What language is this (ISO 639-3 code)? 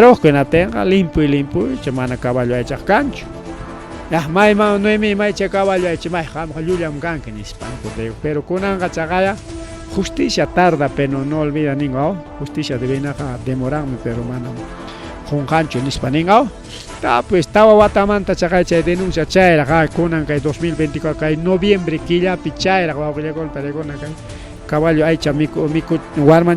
quy